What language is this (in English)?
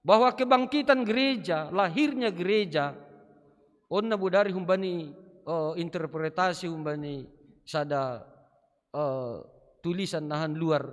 Batak Simalungun